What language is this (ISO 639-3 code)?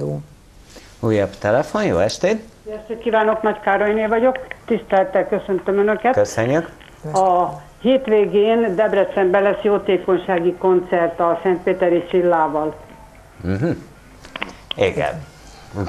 hun